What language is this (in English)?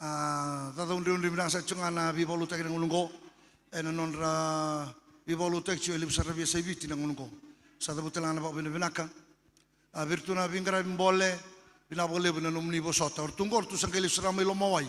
Fijian